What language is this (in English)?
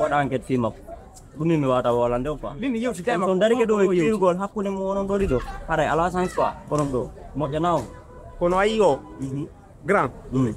Fula